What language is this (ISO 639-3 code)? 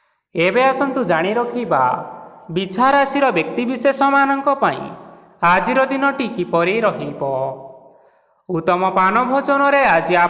ori